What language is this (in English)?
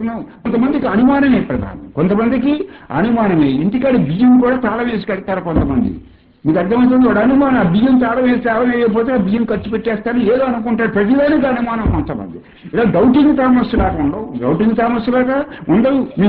Telugu